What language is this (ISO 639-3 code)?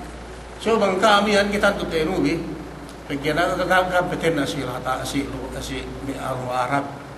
yka